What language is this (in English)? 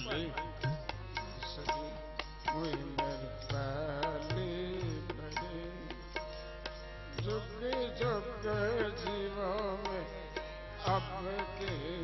Punjabi